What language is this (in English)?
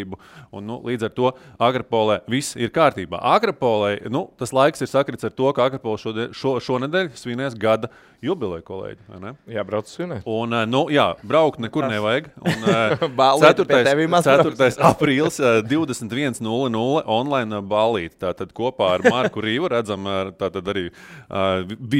Latvian